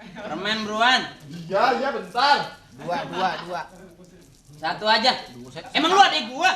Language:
Betawi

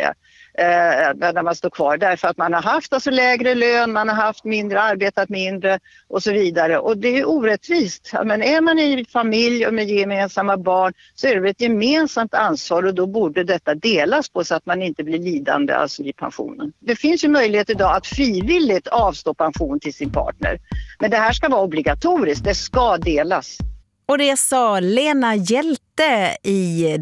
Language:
Swedish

